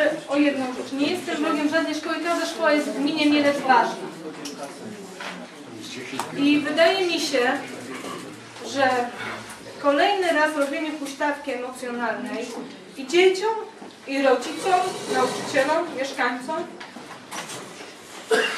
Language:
Polish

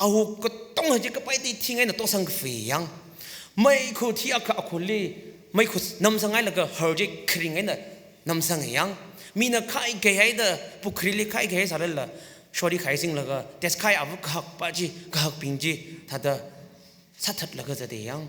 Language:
Tangkhul Naga (India)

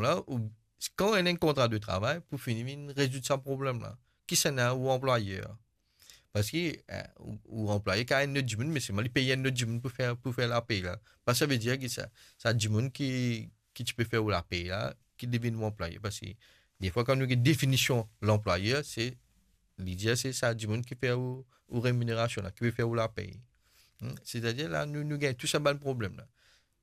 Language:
Morisyen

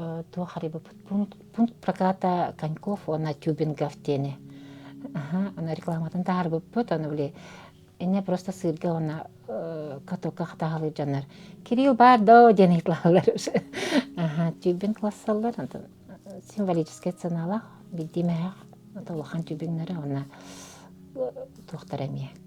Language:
Yakut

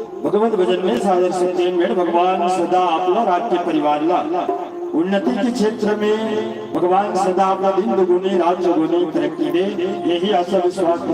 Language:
Chhattisgarhi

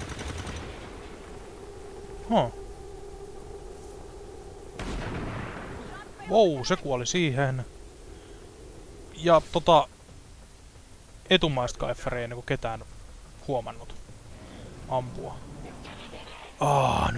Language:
Finnish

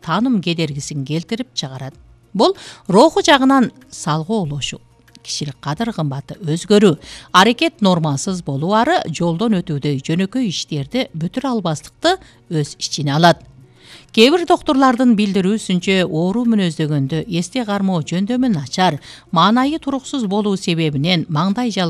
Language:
Kyrgyz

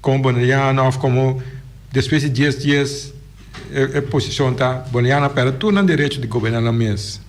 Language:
Papiamento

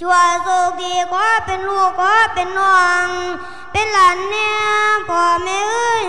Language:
Lao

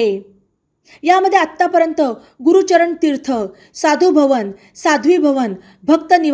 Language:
Marathi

